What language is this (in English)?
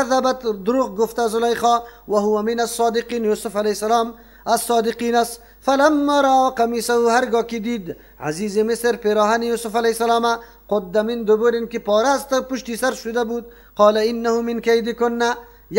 Persian